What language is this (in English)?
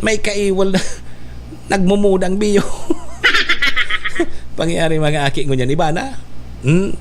Bikol